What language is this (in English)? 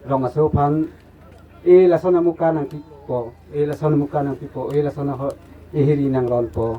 Karbi